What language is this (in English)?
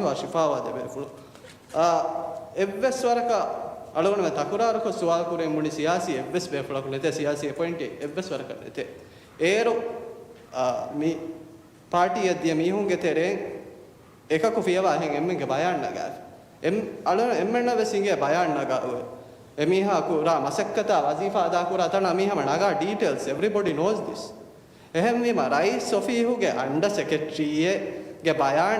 Divehi